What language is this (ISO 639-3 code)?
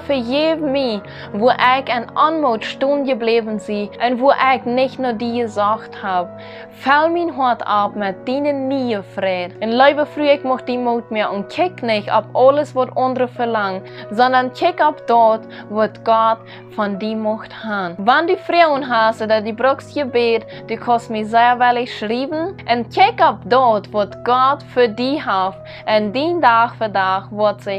pdt